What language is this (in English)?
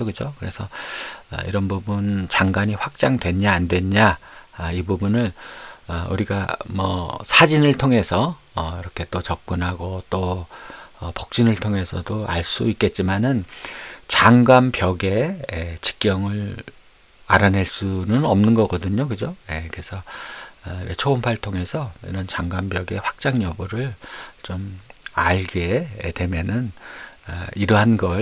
Korean